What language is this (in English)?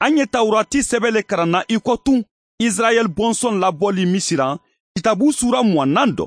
Mandingo